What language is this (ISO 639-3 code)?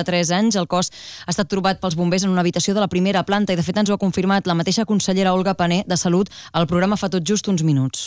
cat